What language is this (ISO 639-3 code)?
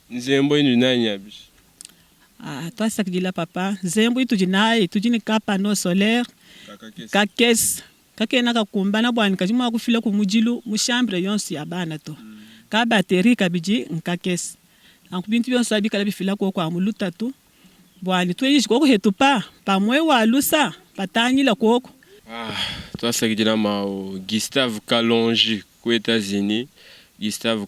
lua